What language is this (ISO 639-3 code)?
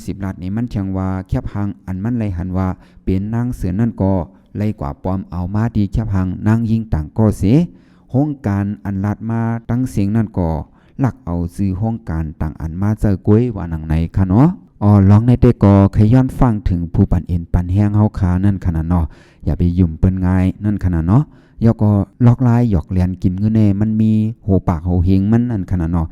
shn